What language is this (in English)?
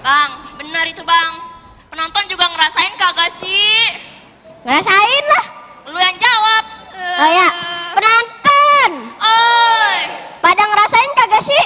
Betawi